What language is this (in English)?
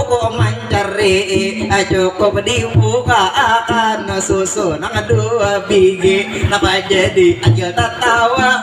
Banjar